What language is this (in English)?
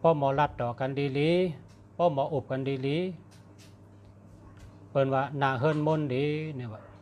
Shan